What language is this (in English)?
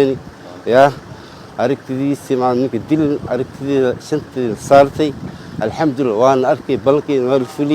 Somali